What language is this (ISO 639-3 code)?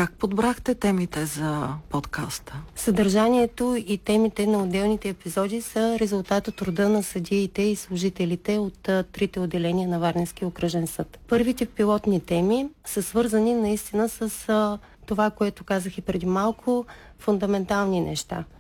bul